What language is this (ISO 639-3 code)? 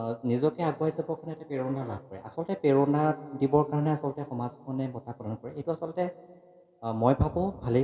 asm